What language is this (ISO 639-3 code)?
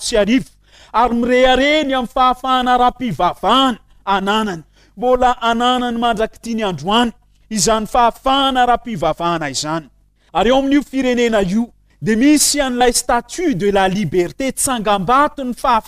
mlg